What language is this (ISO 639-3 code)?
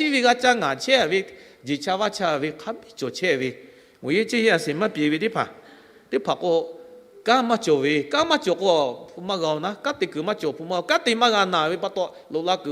lhu